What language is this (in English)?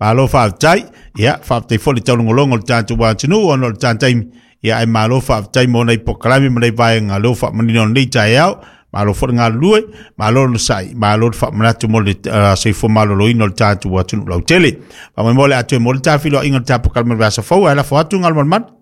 Samoan